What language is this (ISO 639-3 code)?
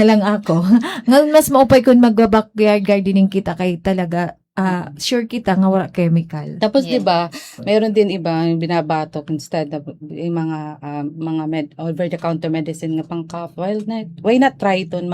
war